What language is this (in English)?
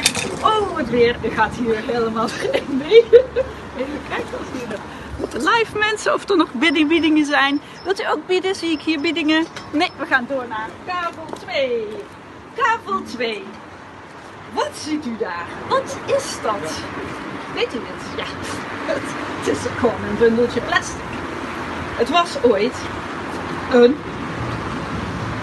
Dutch